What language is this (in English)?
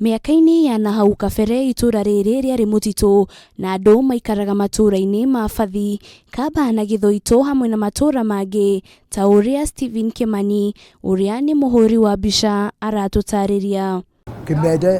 Kikuyu